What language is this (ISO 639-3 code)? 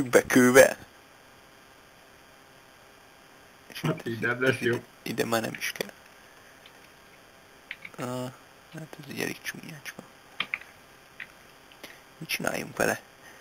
hun